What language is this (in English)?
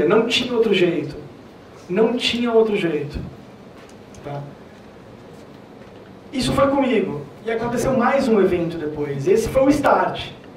Portuguese